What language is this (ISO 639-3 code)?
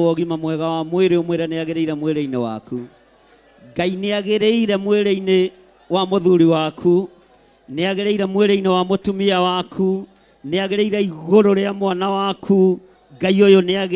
kik